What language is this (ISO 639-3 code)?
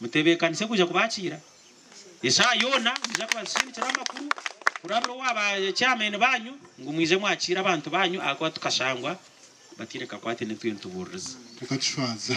nyn